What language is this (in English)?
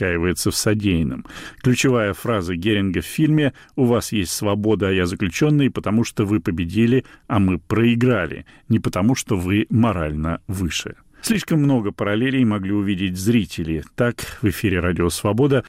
Russian